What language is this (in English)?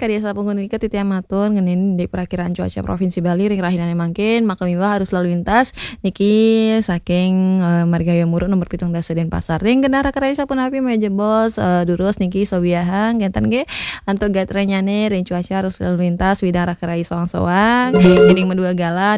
Balinese